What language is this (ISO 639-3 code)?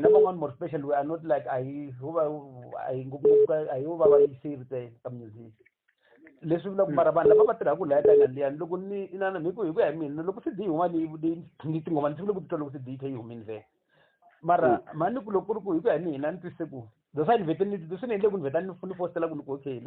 tso